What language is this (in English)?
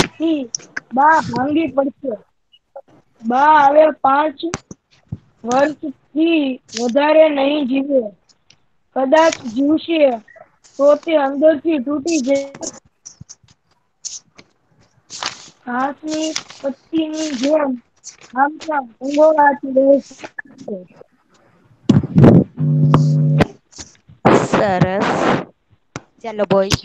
Gujarati